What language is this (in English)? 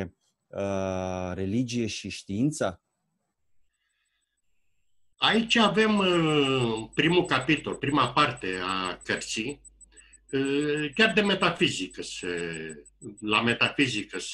Romanian